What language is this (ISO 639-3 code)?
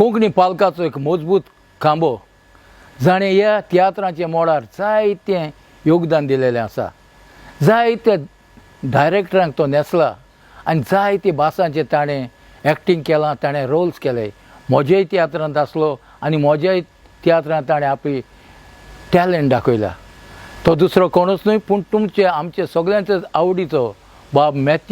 kok